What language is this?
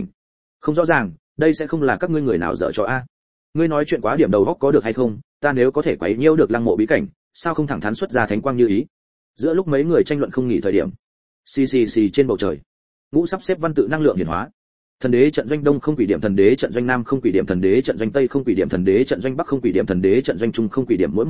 Vietnamese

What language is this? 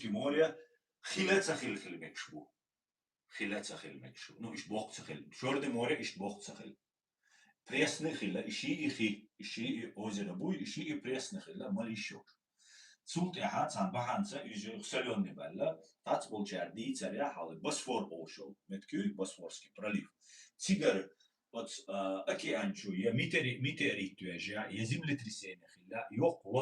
Chechen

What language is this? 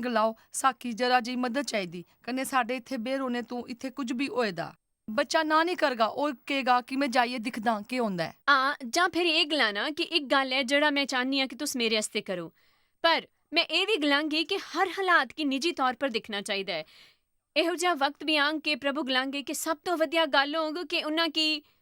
Dogri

